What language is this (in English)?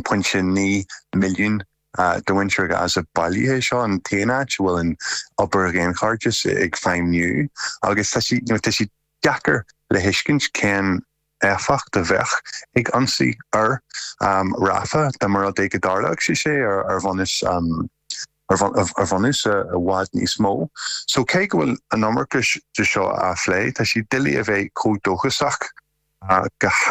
Irish